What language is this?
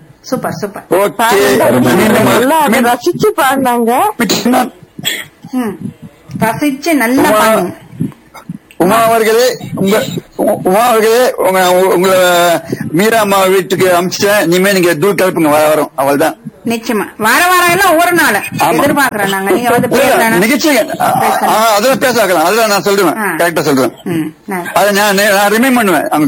Tamil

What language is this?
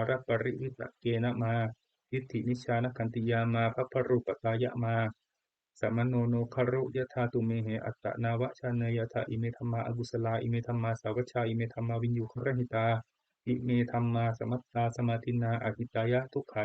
Pali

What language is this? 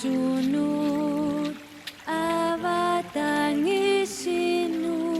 Kalaallisut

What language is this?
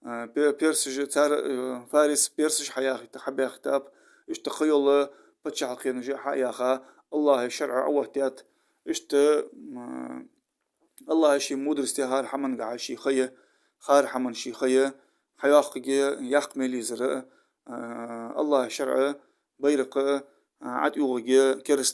Ingush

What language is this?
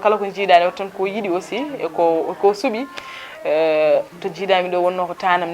Fula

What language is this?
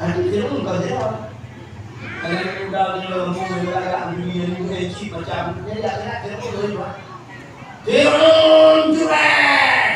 Achinese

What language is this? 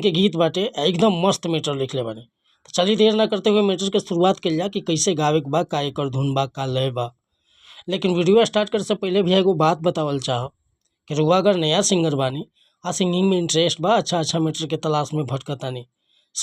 Bhojpuri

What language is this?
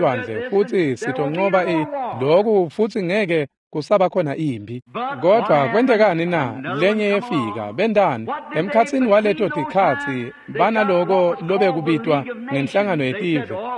Swati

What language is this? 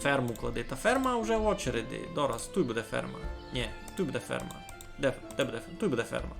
Rusyn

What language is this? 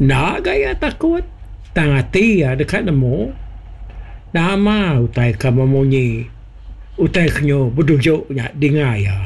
Iban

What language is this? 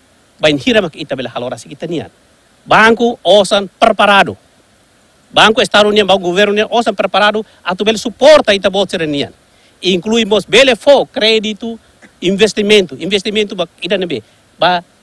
Tetum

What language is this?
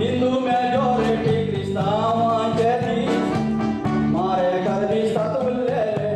Konkani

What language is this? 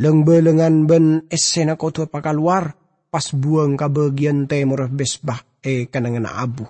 Madurese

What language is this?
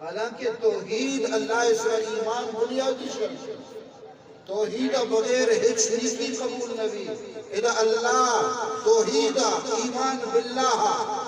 Eastern Balochi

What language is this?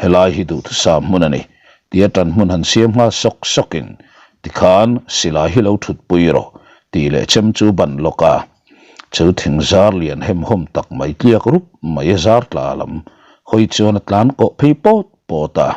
Mizo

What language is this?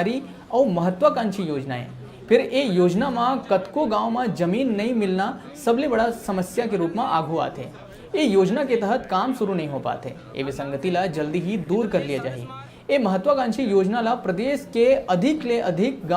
Chhattisgarhi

